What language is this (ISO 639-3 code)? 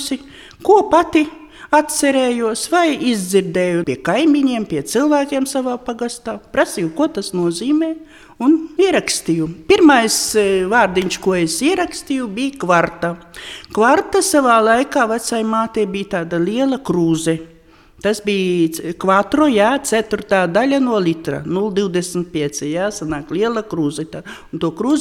lav